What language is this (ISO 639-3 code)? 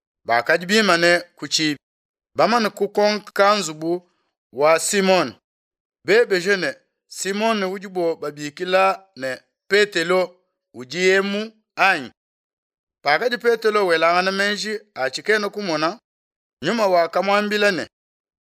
lua